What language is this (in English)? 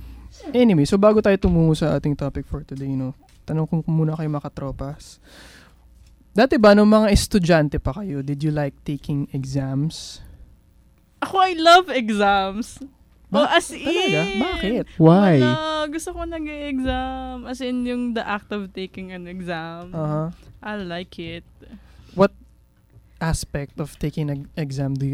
Filipino